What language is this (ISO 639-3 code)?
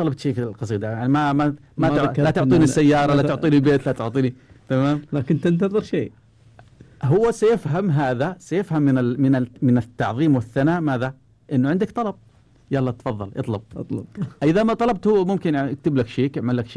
afb